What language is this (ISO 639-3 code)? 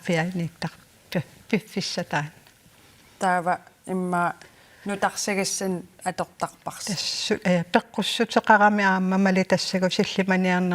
kal